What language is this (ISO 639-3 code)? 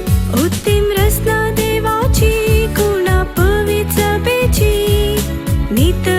kok